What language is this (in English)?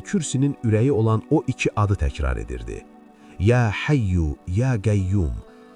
Azerbaijani